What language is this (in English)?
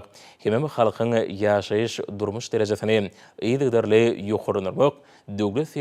Turkmen